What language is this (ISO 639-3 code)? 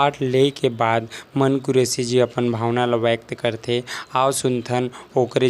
hne